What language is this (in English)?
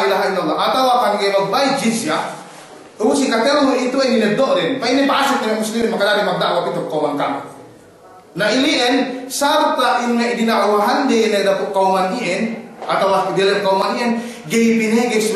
Yakan